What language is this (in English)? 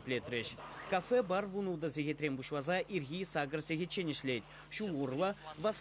Chuvash